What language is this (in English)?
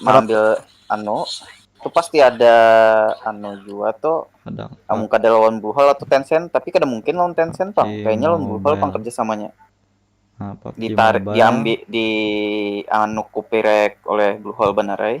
Banjar